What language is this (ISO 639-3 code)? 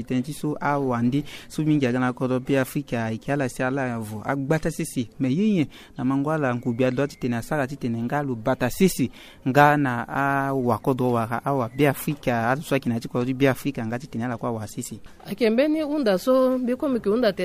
sag